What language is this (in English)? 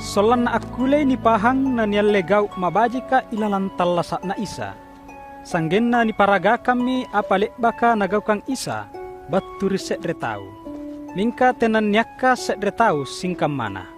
Makasar